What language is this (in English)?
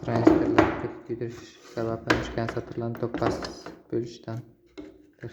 Uzbek